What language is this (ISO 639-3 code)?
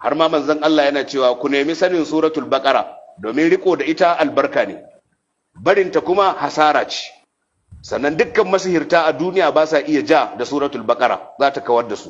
hau